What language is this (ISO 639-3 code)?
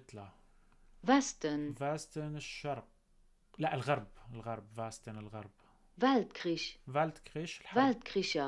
apc